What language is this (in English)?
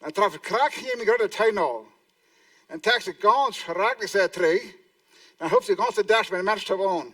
Plautdietsch